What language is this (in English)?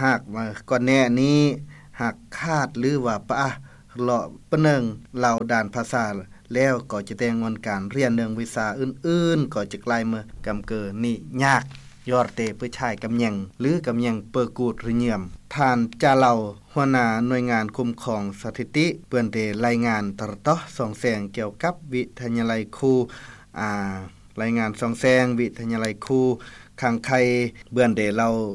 Lao